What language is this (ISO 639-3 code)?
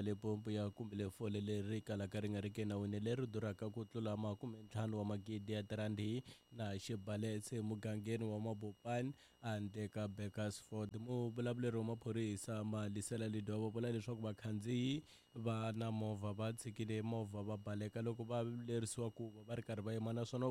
tso